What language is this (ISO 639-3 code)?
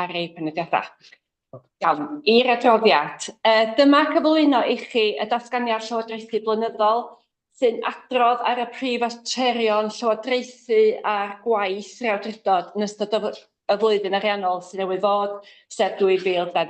cym